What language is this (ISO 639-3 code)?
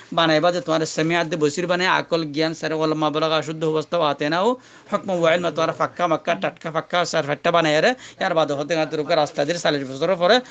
rhg